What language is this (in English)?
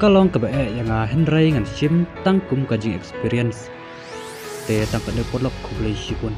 Khasi